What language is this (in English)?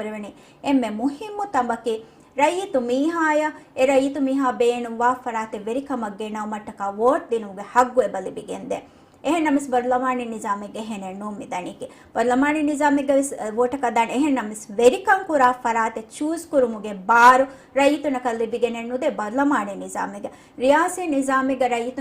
Divehi